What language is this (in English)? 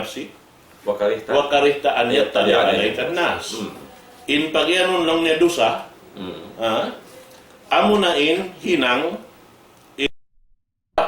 Tausug